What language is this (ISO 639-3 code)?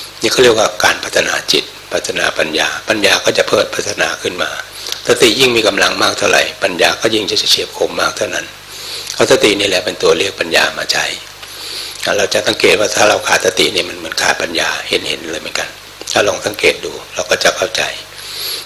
tha